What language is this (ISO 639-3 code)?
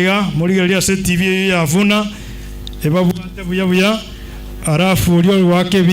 guz